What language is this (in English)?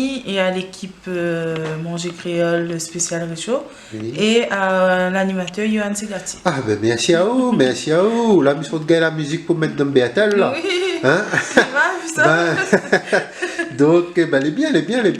Réunion Creole French